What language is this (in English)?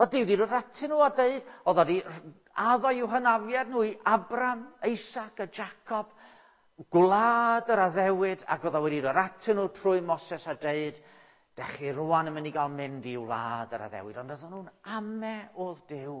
Welsh